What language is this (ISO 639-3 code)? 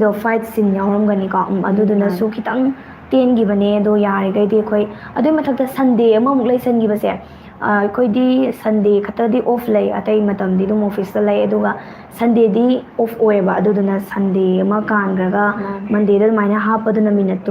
mni